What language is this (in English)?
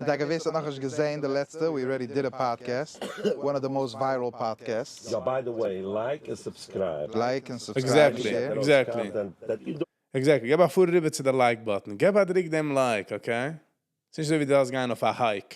Yiddish